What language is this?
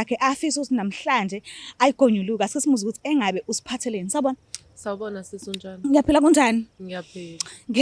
Zulu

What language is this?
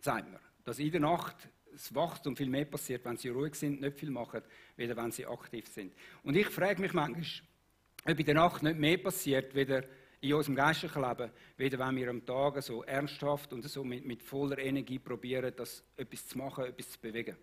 Swiss German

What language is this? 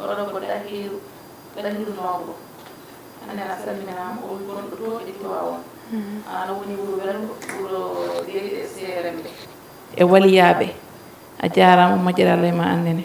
Fula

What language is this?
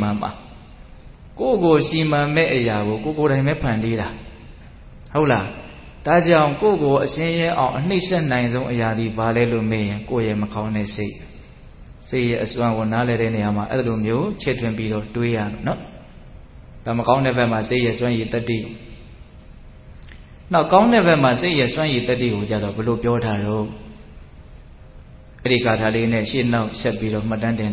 Burmese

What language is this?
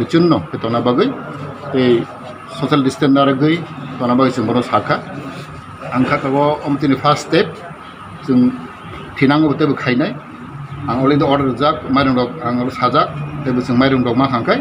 Kok Borok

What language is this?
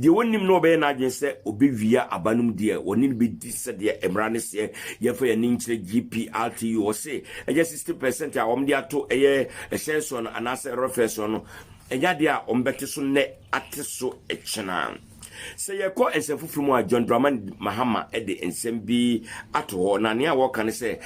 Akan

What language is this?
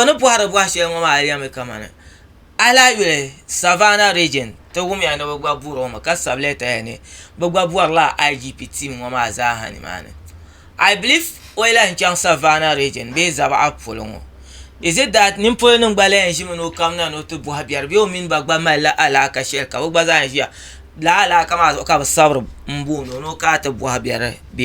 Dagbani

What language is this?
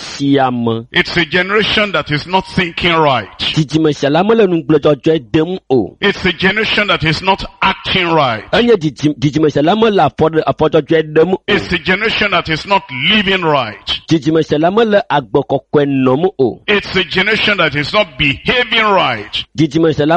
Ewe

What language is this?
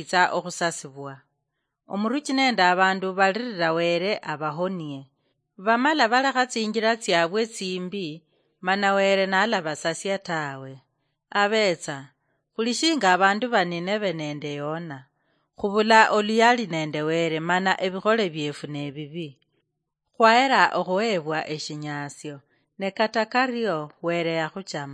Luyia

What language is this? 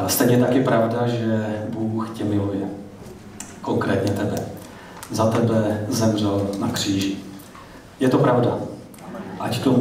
Czech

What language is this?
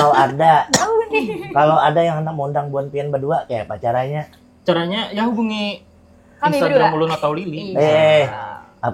Banjar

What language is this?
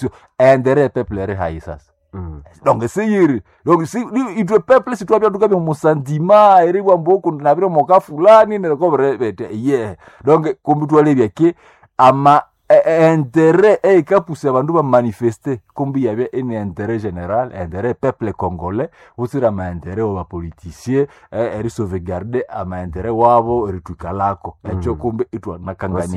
Nande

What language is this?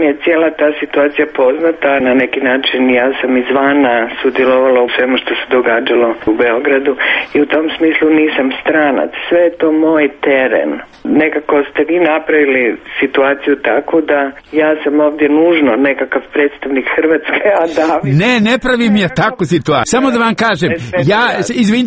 Croatian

